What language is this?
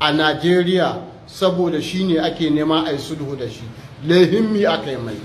Hausa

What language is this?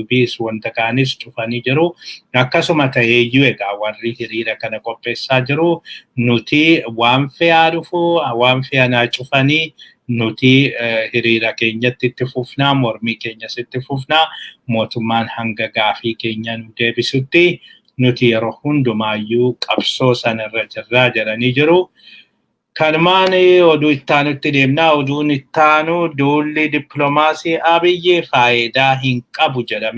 Oromo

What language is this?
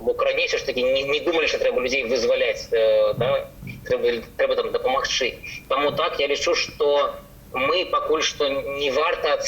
Belarusian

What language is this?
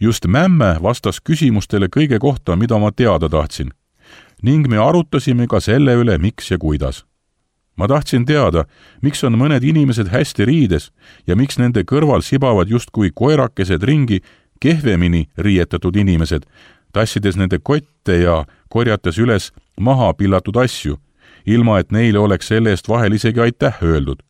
Estonian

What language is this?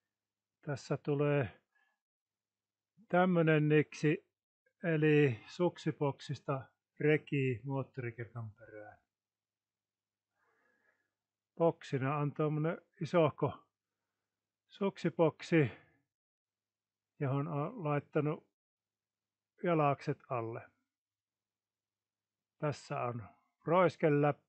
Finnish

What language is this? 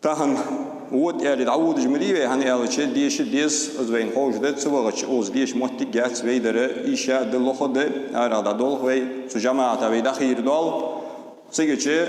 Ingush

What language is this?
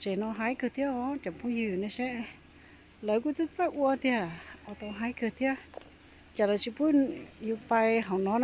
Hmong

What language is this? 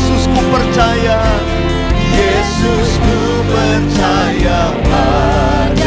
Indonesian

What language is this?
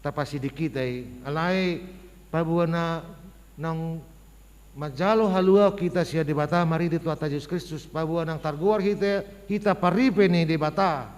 Batak Toba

